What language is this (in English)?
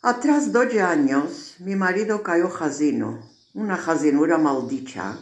Ladino